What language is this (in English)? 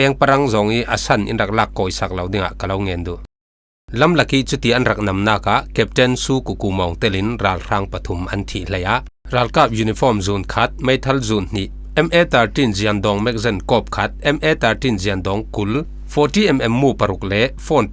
Falam Chin